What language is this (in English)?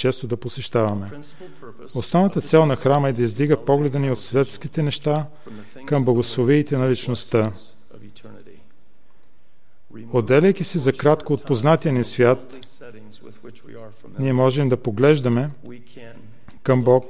Bulgarian